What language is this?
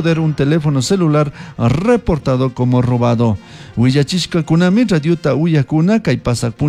Chimborazo Highland Quichua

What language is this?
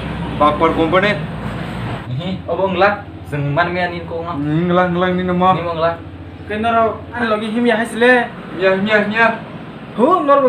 Kok Borok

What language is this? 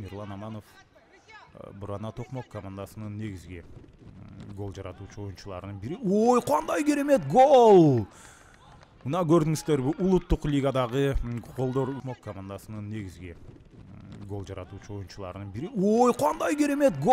Kyrgyz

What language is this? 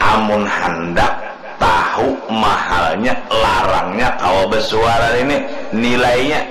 Banjar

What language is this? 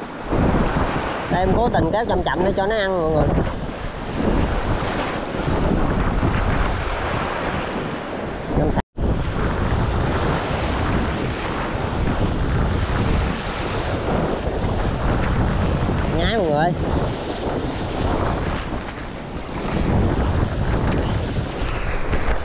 Vietnamese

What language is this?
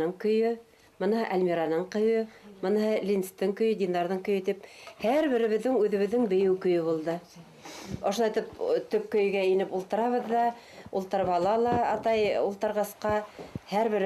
Bashkir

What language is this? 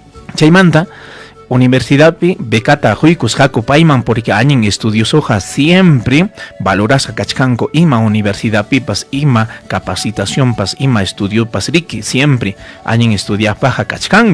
Ayacucho Quechua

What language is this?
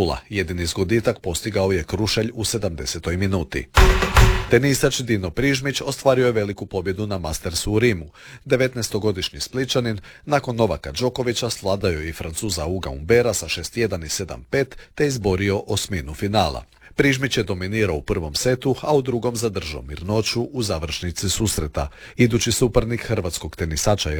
Croatian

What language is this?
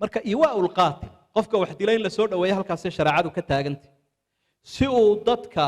Somali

